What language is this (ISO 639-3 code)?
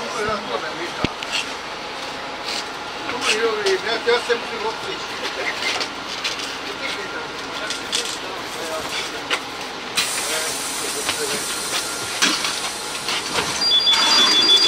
ces